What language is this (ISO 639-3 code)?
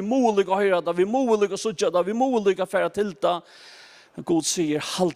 fao